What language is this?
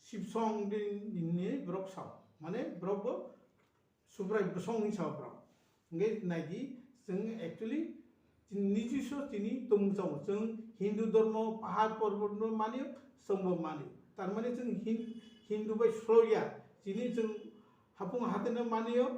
Kok Borok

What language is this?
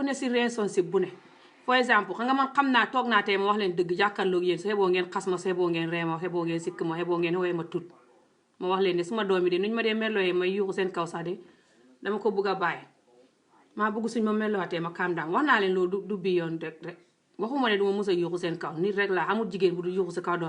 Wolof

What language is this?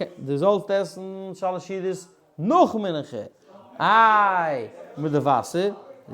Yiddish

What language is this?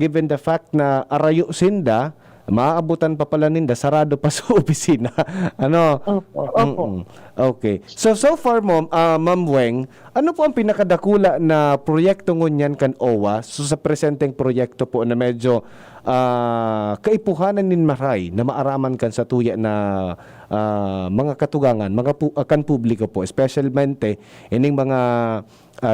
Bikol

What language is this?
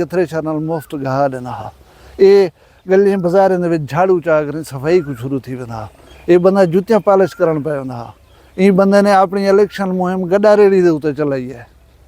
Saraiki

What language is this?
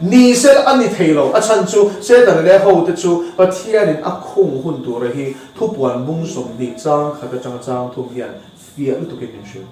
Mizo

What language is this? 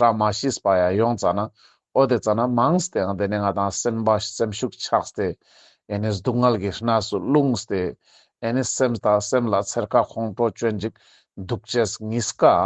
Ladakhi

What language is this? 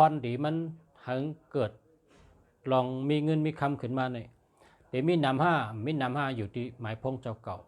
Shan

